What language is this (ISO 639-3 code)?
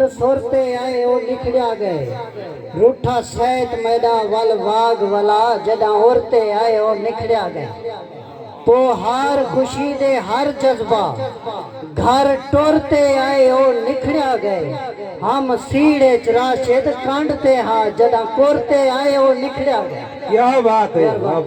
skr